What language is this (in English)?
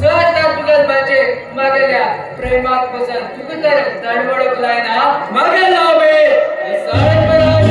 Konkani